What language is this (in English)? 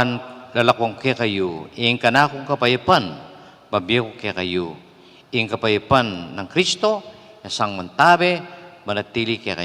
Pampanga